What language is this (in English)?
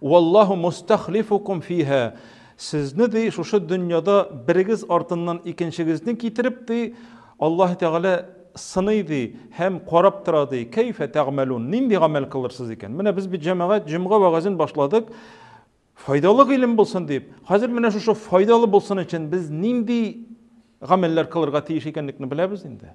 Tatar